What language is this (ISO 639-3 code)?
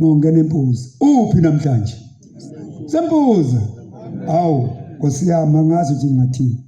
zul